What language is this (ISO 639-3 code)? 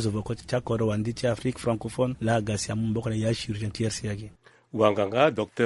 sag